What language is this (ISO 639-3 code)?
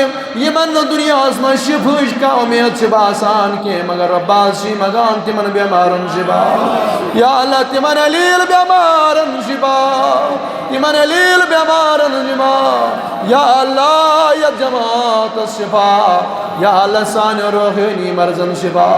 kas